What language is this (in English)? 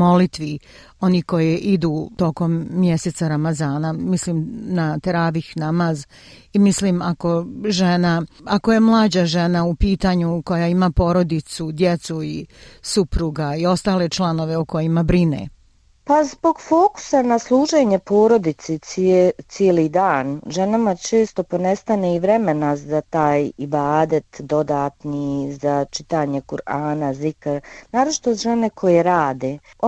Croatian